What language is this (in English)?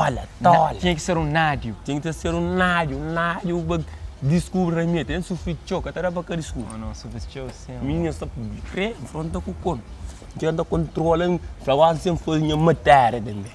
Kabuverdianu